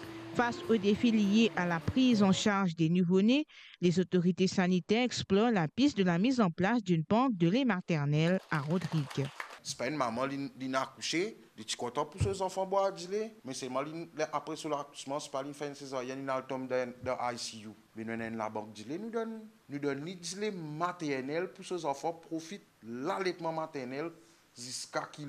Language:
Morisyen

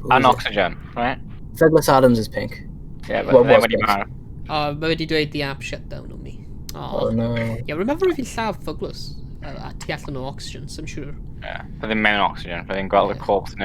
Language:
Welsh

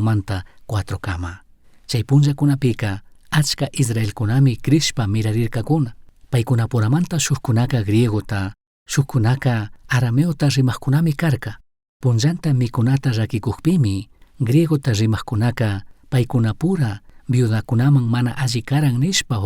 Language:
Chimborazo Highland Quichua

